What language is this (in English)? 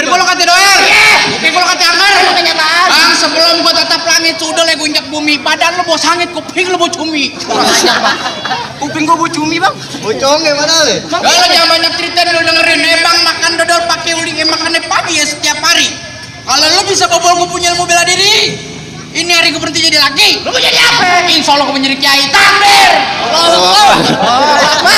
Betawi